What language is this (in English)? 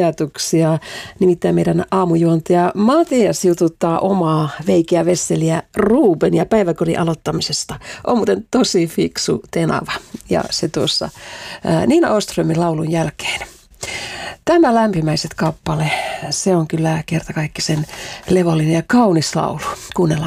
Finnish